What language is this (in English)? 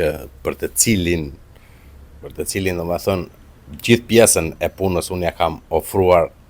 Albanian